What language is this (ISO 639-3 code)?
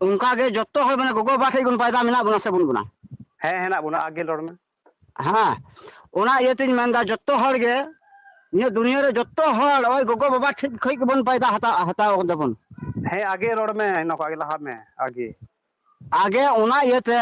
sat